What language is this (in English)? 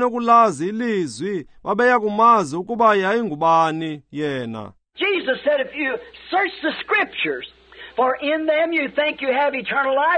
Xhosa